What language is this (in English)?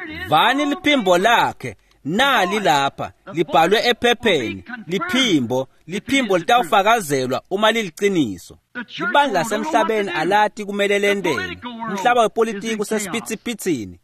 Swati